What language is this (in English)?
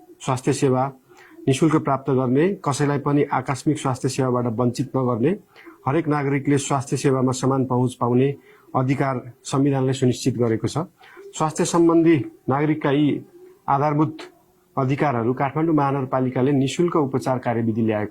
Nepali